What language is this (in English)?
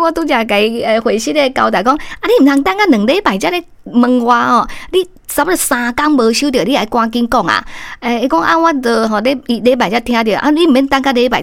Min Nan Chinese